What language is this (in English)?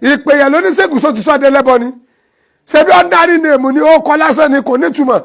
Yoruba